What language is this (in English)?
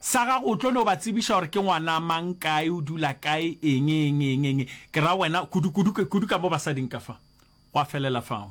Northern Sotho